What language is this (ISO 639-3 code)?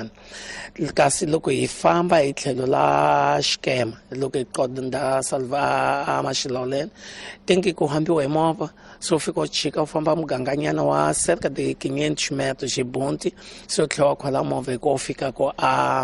tso